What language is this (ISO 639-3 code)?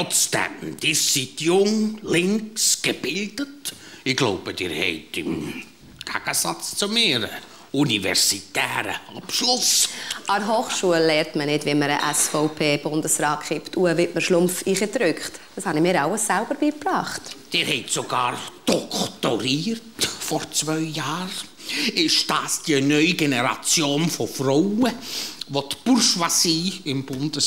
gsw